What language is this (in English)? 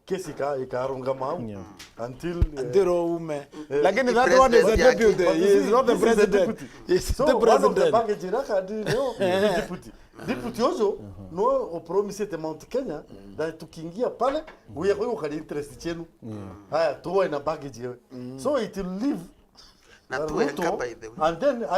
Meru